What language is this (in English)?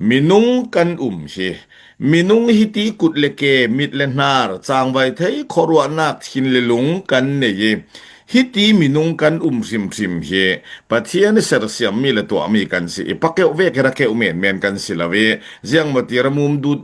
Falam Chin